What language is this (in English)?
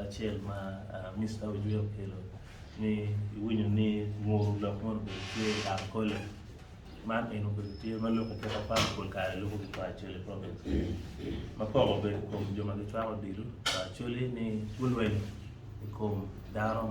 Acoli